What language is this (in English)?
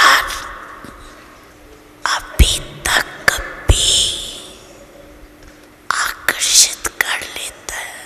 Hindi